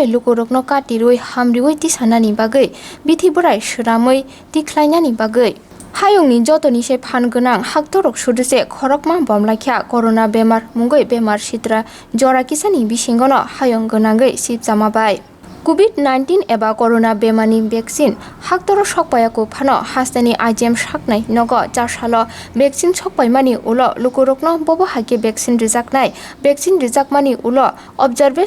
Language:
Kok Borok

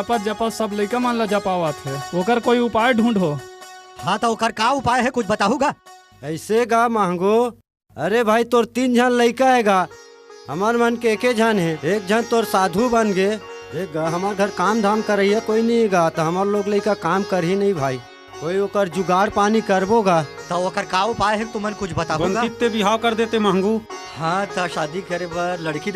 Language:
Chhattisgarhi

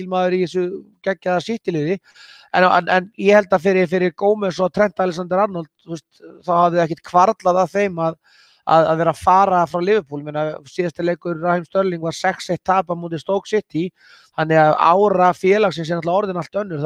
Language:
Icelandic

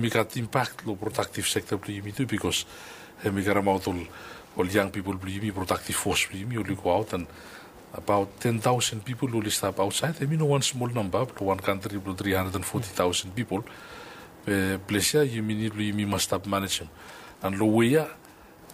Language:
Bislama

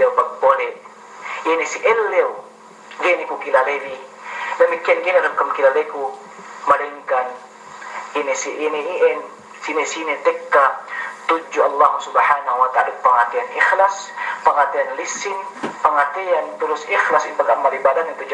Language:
Yakan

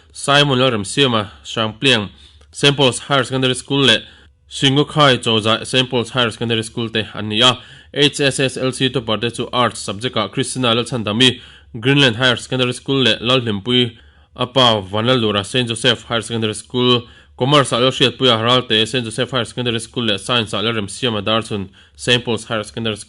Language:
Mizo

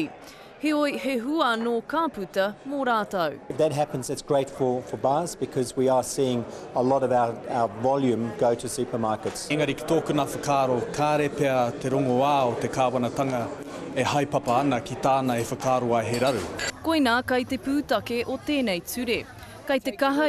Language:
Māori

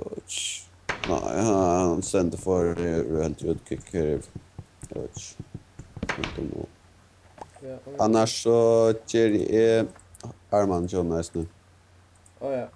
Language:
Faroese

